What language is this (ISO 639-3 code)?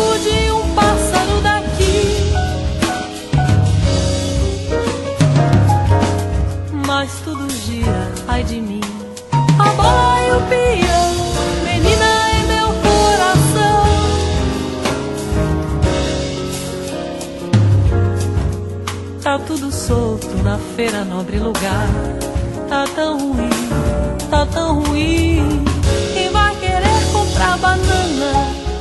por